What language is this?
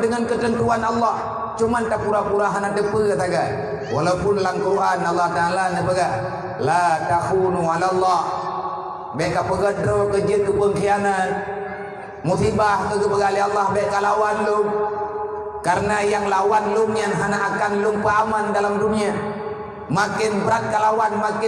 Achinese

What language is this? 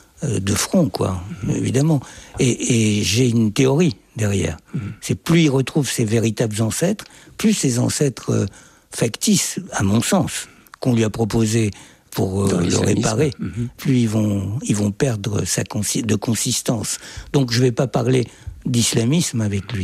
French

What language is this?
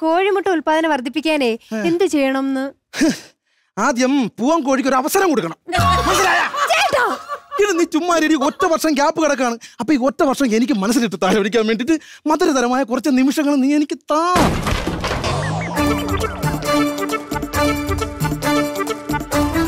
Malayalam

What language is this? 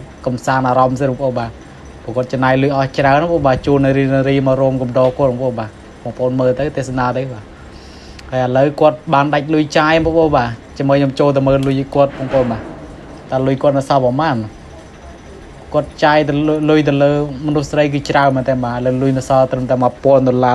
Khmer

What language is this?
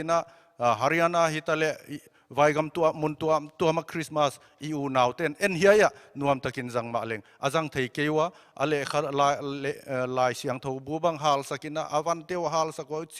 Paite Chin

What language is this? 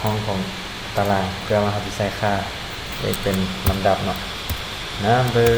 Lao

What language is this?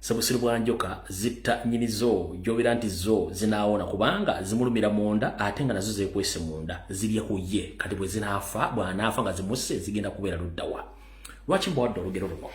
Ganda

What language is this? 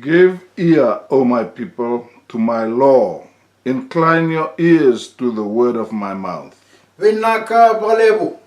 Fijian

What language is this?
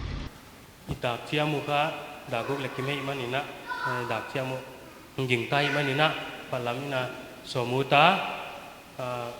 Paite Chin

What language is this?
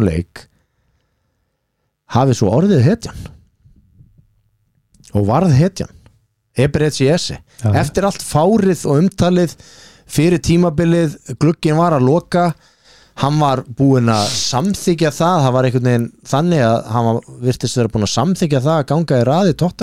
Icelandic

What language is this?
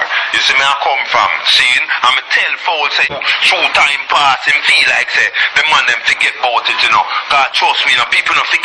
Jamaican Creole English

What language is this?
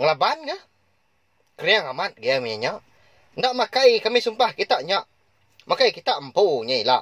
Iban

